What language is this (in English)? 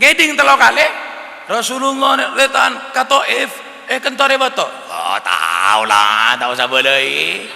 Madurese